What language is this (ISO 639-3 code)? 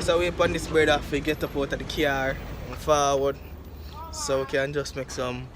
jam